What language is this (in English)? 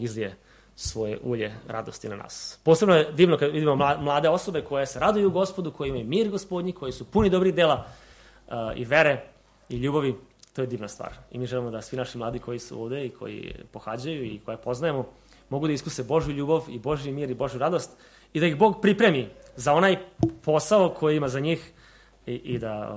Serbian